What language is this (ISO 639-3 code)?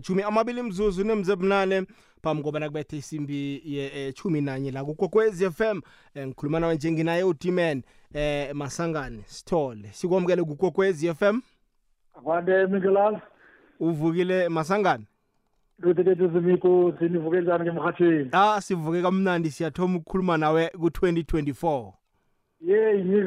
nbl